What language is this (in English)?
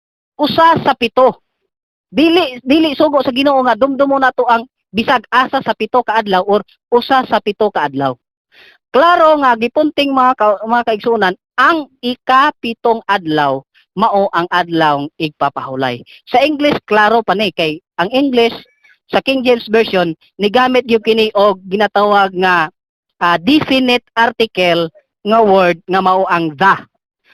Cebuano